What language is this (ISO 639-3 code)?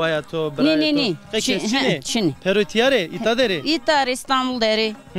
zza